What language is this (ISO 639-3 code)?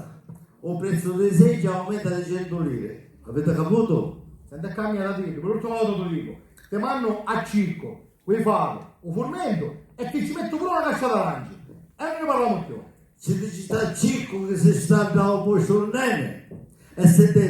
scn